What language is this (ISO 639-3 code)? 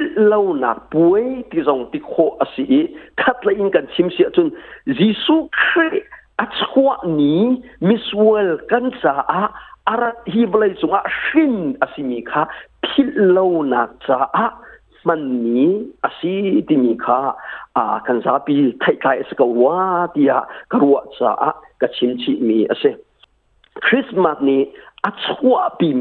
cnh